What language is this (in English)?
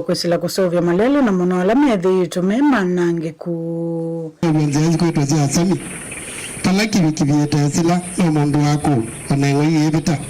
Kamba